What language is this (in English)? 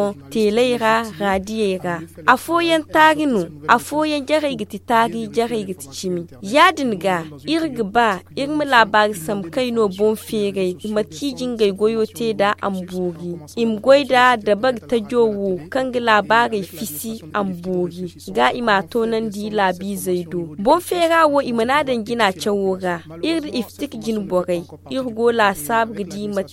Zarma